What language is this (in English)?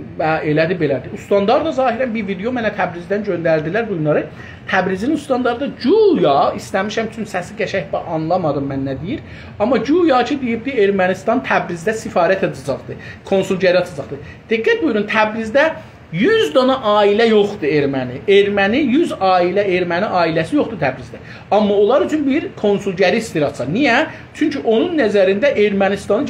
South Azerbaijani